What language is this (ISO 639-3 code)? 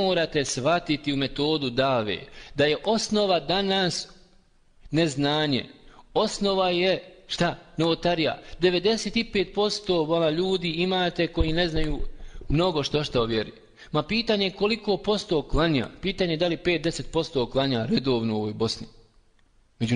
bos